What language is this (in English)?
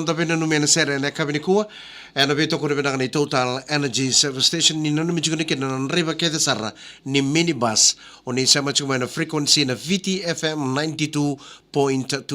Fijian